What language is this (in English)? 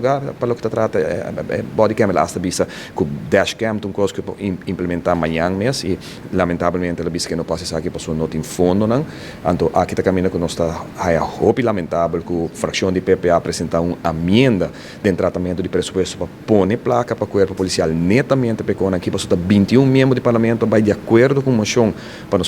Papiamento